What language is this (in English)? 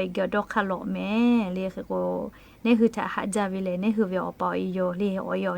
Lahu